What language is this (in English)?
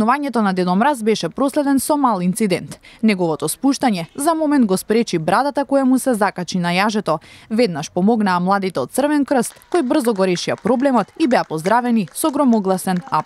Macedonian